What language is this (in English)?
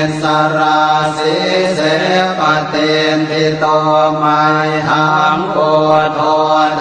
Pali